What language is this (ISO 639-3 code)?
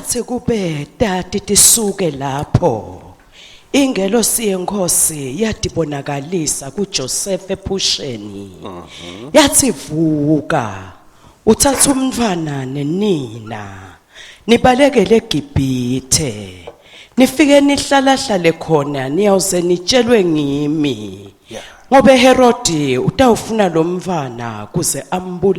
ssw